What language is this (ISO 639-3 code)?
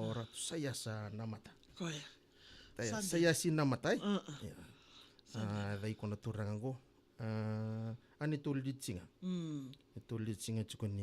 fij